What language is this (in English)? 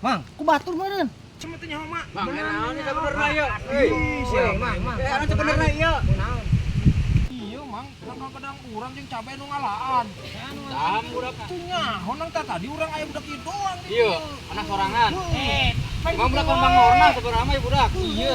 Sundanese